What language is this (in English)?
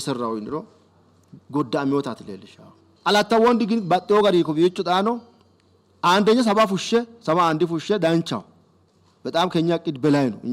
Sidamo